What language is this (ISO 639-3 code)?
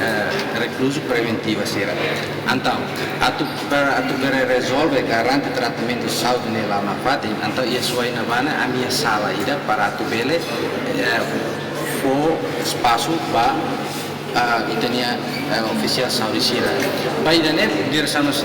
tet